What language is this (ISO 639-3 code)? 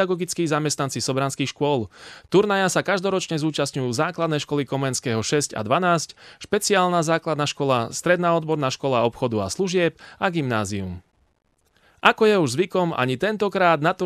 slk